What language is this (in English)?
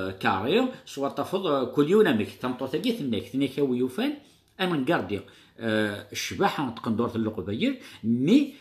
Kabyle